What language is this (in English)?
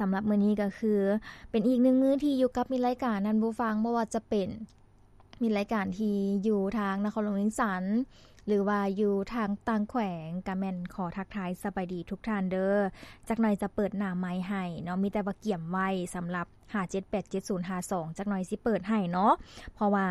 Lao